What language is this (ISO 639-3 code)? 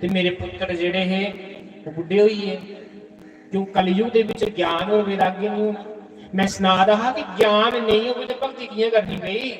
doi